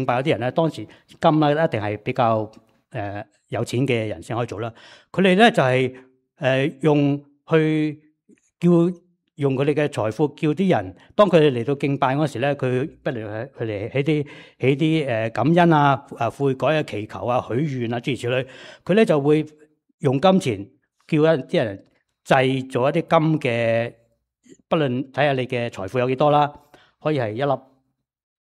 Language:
Cantonese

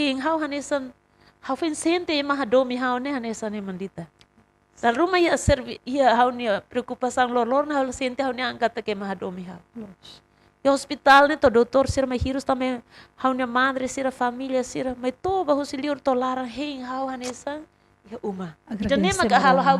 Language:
Tetum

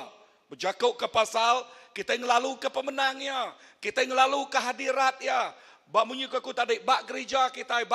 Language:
Iban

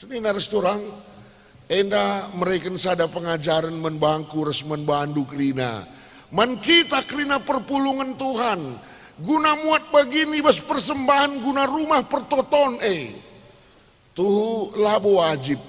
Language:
Batak Karo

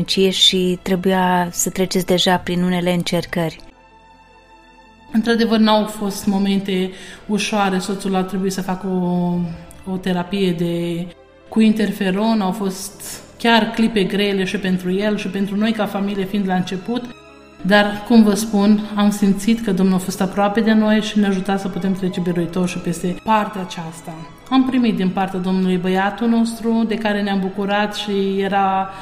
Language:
Romanian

